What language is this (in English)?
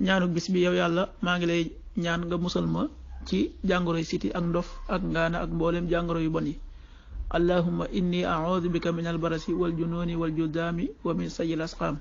Wolof